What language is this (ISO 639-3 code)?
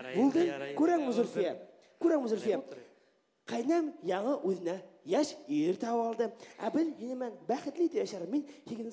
bak